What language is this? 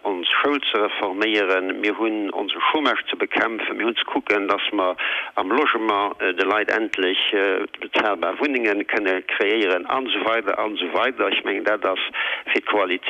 Luxembourgish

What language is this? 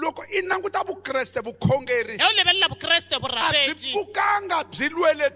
Tsonga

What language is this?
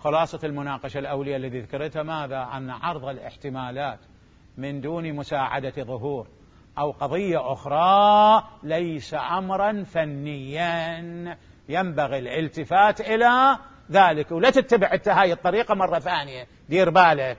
Mesopotamian Arabic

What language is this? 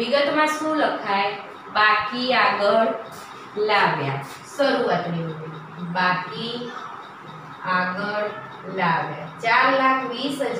Gujarati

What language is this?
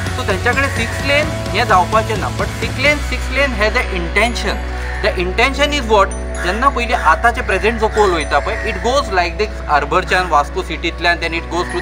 Konkani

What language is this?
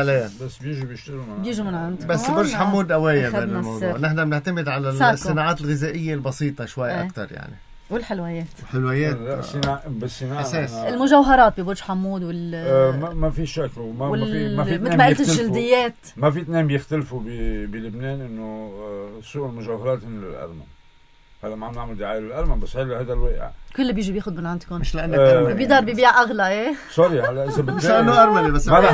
North Levantine Arabic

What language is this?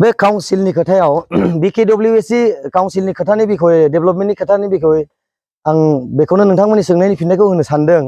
Bodo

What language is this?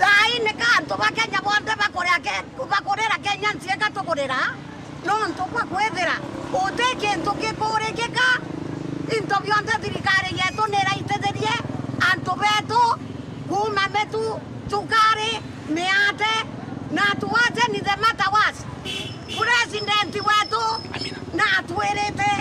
Meru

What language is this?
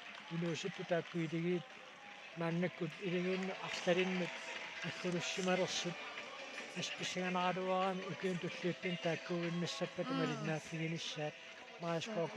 Kalaallisut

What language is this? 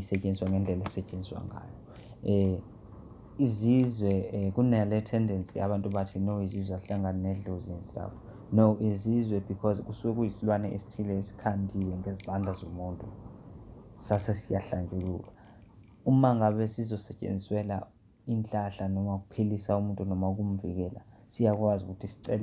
Zulu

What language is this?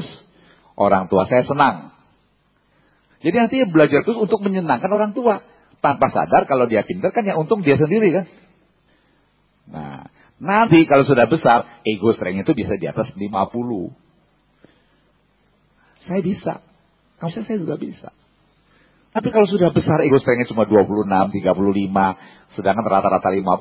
Indonesian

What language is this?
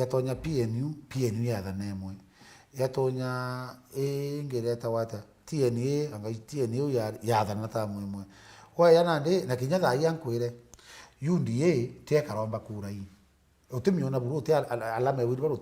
Meru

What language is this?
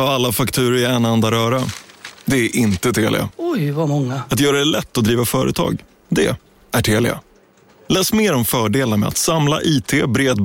Swedish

